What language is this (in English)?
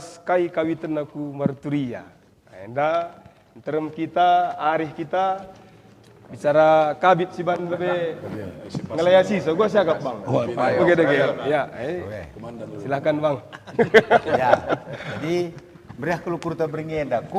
Batak Karo